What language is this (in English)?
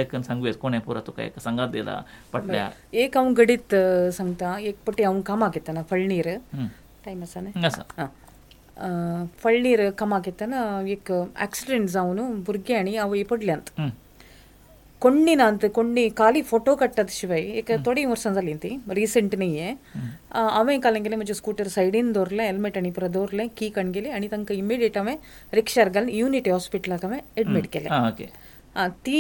Konkani